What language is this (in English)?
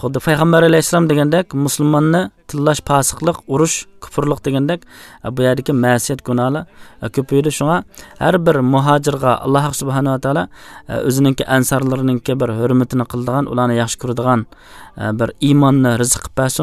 Uyghur